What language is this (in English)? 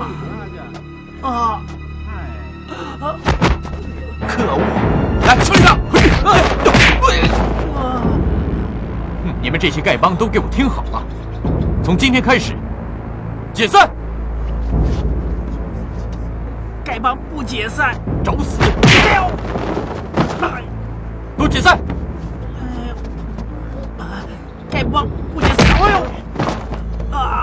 Chinese